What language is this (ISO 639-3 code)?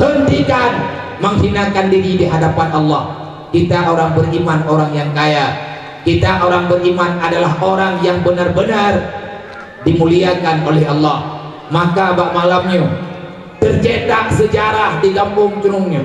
ace